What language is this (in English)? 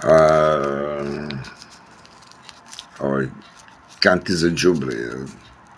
Serbian